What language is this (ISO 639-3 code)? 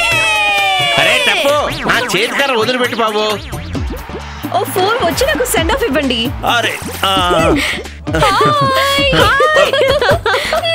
tel